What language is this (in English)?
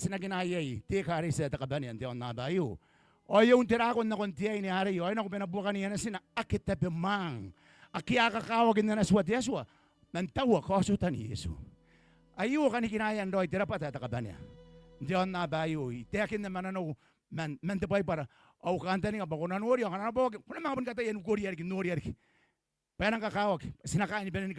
Gilbertese